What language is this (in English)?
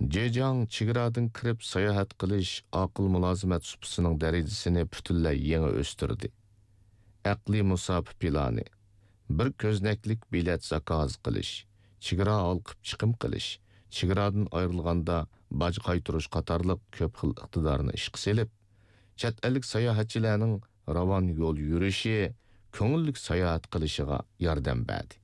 Uyghur